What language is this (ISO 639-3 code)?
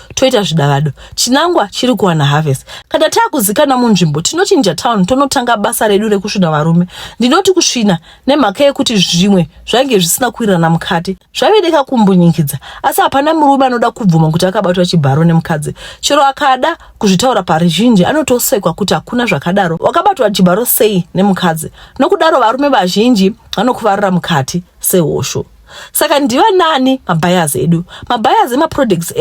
sna